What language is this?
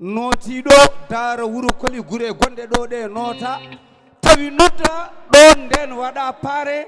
Fula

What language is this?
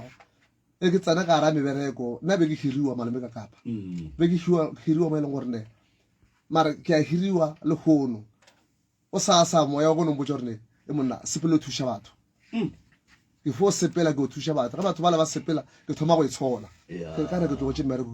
Northern Sotho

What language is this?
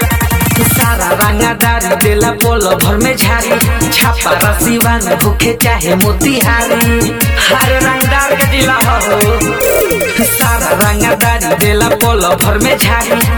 Bhojpuri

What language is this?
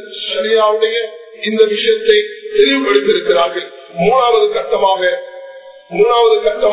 Tamil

